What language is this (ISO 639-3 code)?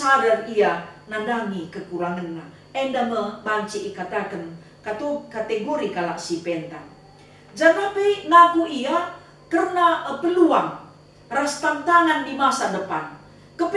btx